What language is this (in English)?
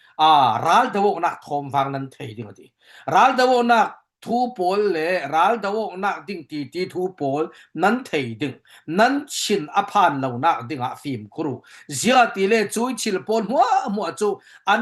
Falam Chin